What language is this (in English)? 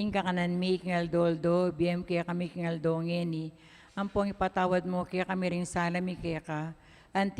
Pampanga